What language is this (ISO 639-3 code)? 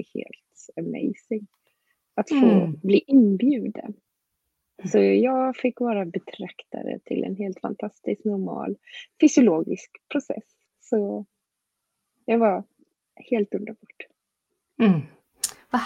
swe